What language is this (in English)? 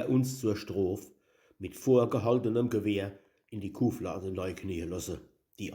Palatine German